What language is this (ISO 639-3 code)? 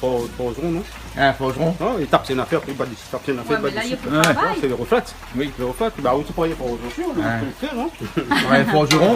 rcf